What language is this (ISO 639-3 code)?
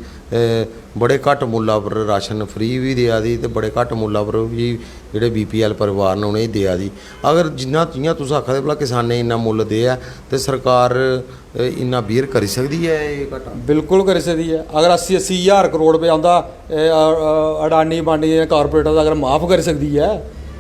doi